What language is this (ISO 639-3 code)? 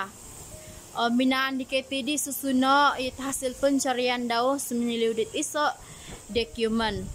dtp